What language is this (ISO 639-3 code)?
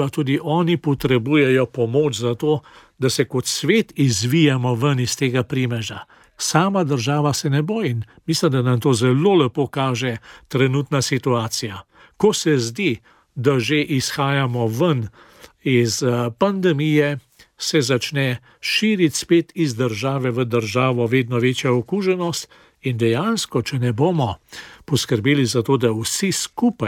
slv